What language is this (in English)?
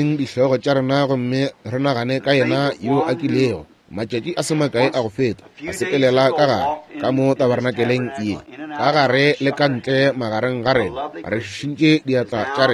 Northern Sotho